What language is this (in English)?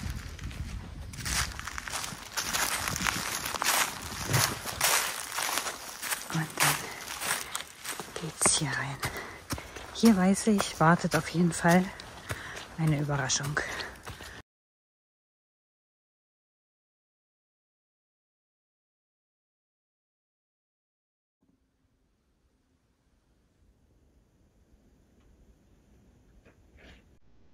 German